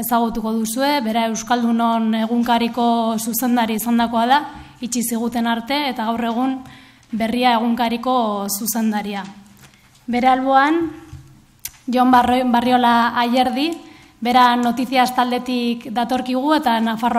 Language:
Basque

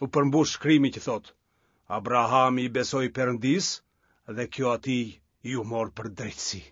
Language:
Albanian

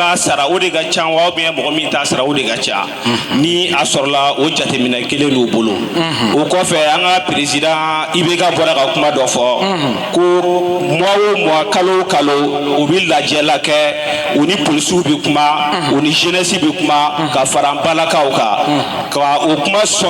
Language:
Bambara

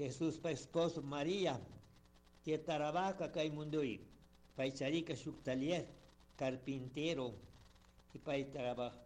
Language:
Chimborazo Highland Quichua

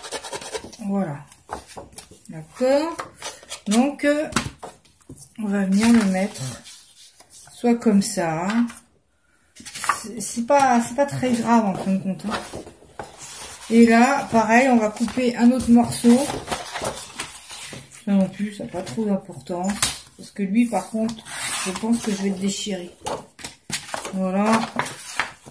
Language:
French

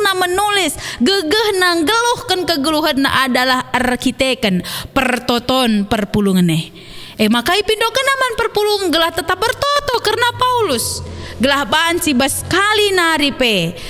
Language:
Batak Karo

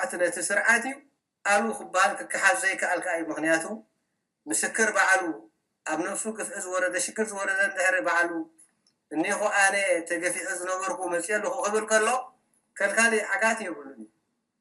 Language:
Tigrinya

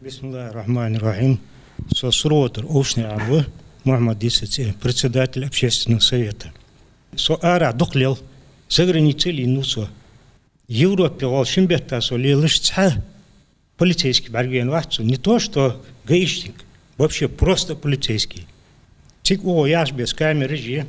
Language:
Ingush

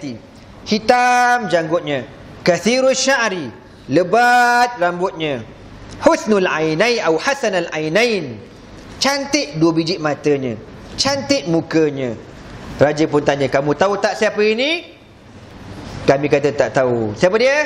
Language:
Malay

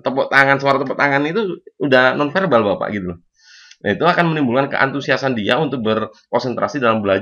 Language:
Indonesian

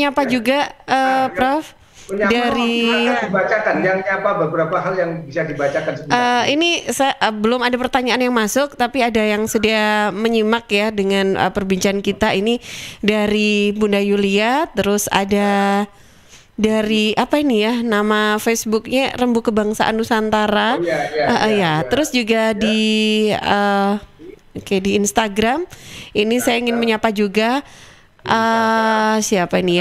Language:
Indonesian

